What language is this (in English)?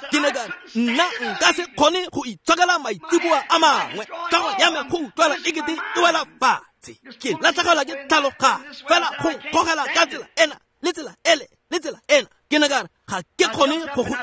Tswana